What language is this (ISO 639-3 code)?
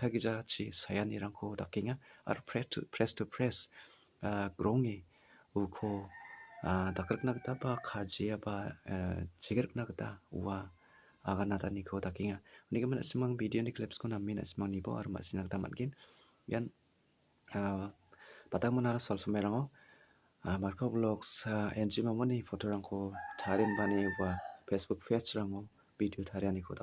grt